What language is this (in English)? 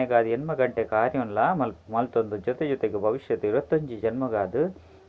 Tulu